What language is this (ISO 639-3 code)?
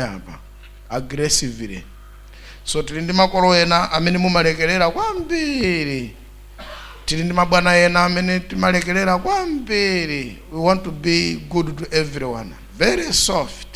nya